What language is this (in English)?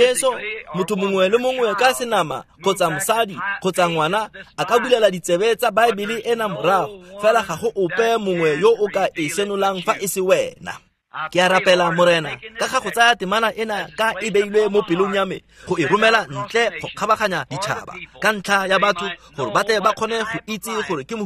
Tswana